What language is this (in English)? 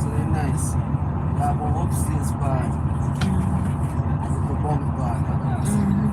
Jamaican Creole English